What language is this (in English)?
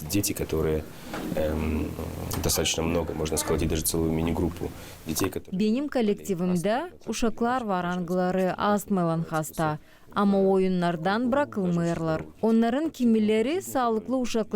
Gagauz